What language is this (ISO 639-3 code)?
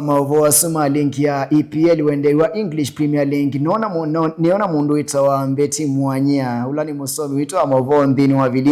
kam